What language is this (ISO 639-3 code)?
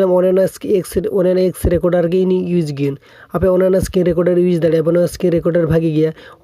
sat